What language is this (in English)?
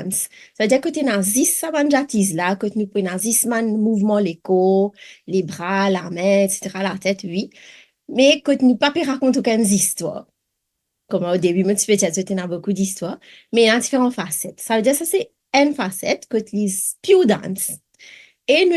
Morisyen